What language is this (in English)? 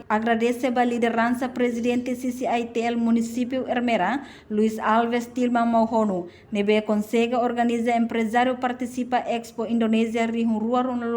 Tetum